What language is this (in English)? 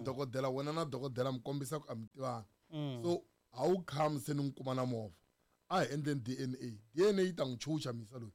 Tsonga